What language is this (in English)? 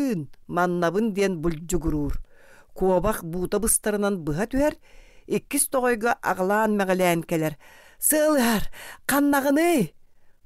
Yakut